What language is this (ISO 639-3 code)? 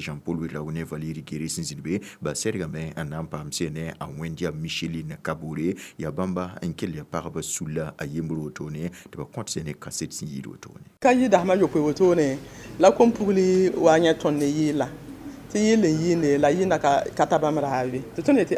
mos